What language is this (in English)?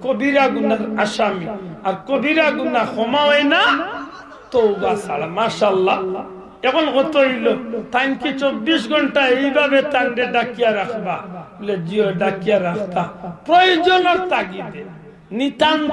Sylheti